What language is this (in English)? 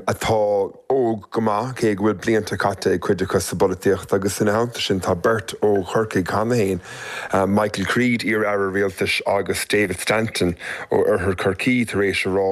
Irish